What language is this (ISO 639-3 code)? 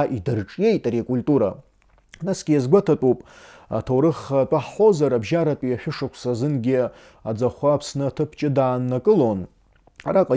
abk